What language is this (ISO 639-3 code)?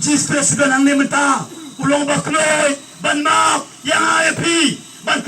kha